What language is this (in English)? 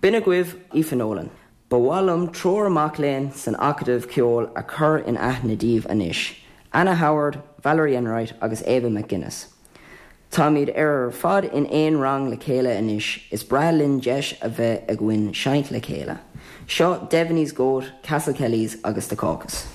Irish